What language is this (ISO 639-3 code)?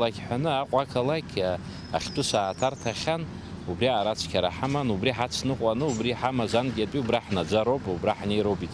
abk